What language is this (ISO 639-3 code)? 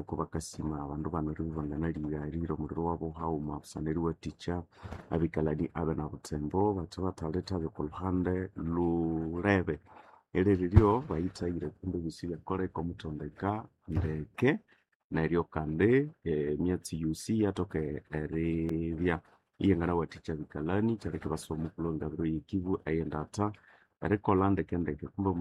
nnb